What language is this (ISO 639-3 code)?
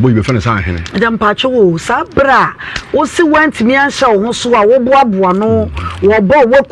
aka